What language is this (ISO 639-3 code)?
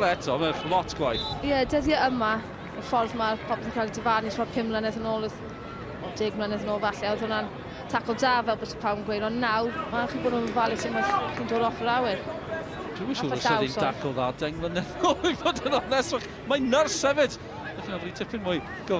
cym